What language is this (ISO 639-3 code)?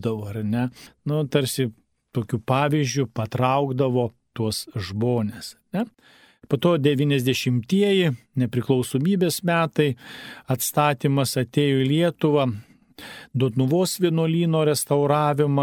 lit